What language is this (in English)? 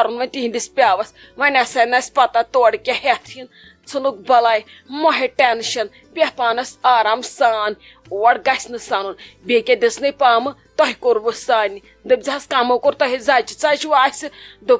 Kashmiri